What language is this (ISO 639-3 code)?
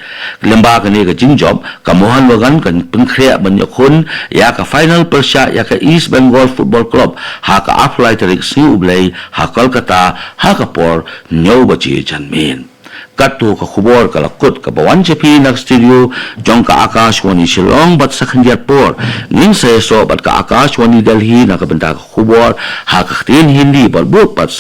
kha